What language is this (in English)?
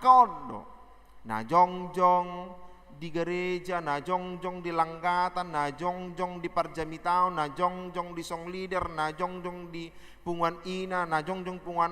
Batak Toba